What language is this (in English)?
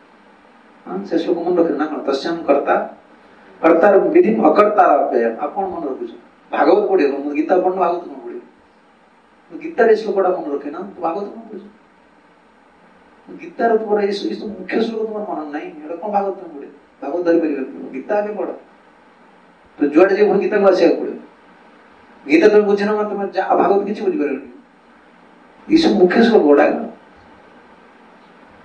Odia